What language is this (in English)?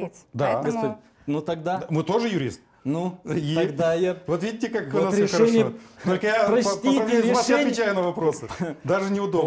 Russian